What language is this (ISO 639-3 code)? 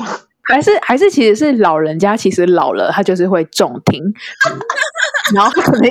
zho